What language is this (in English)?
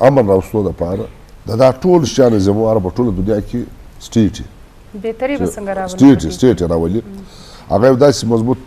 Eastern Balochi